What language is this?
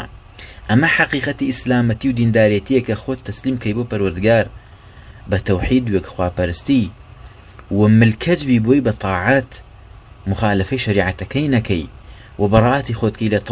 Central Kurdish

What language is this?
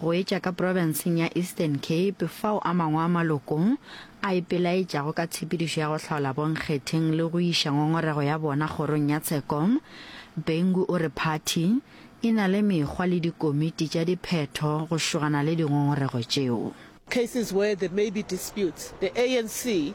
Northern Sotho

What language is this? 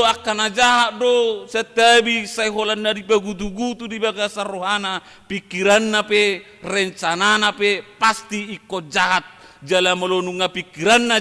Batak Toba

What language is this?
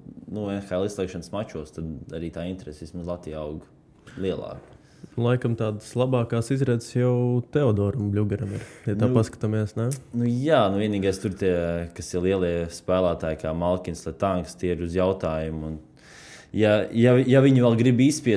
Latvian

